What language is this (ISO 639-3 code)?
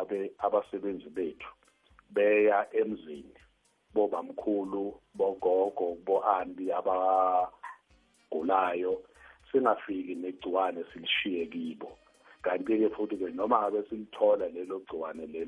nbl